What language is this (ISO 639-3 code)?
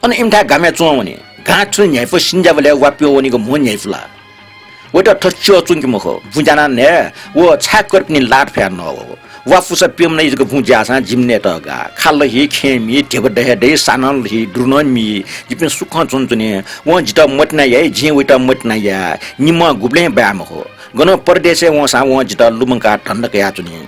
new